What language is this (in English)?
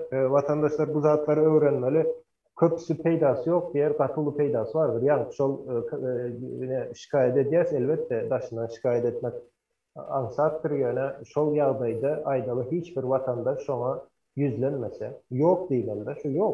Turkmen